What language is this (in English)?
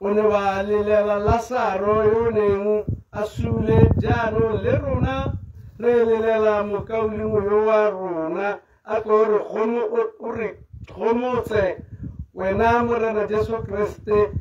Tswana